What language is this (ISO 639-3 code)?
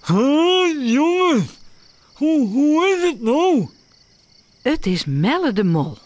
fry